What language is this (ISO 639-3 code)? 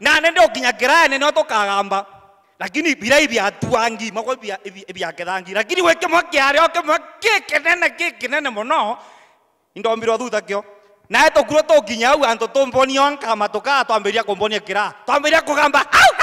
mer